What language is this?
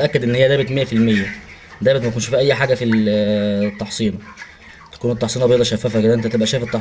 Egyptian Arabic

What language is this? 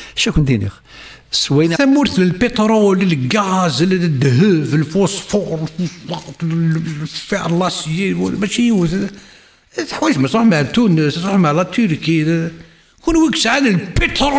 Kabyle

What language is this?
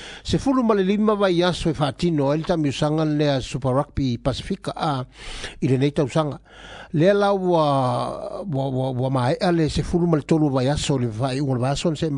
Samoan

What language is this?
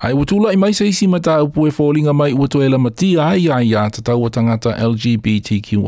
Samoan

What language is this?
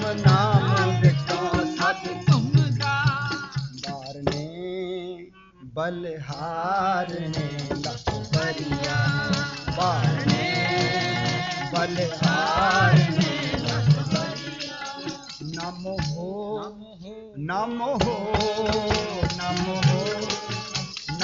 Punjabi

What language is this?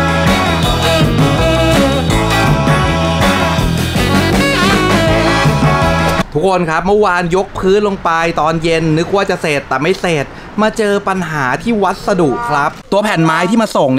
Thai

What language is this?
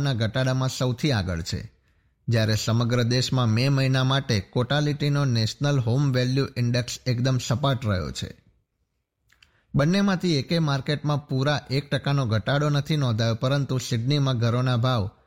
Gujarati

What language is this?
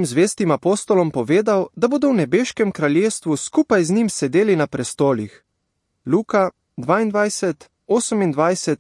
Slovenian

